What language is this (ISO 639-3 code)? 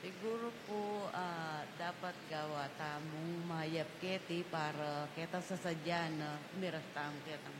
pam